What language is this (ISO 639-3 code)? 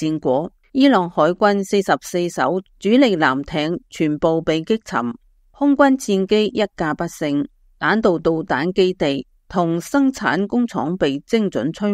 yue